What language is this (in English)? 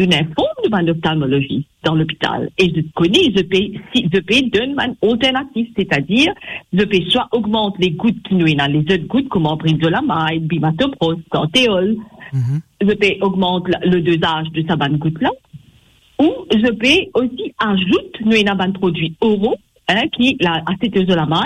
Morisyen